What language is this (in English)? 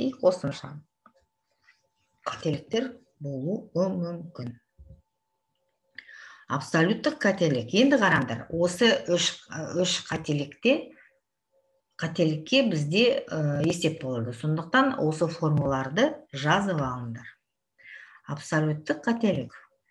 Kazakh